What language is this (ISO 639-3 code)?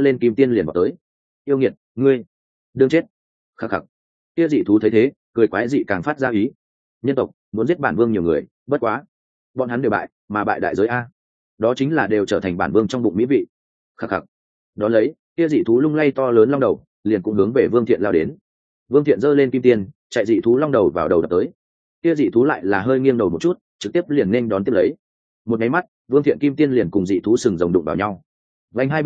vie